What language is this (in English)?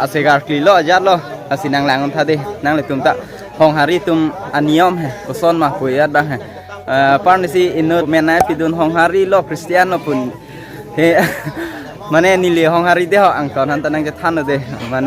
Karbi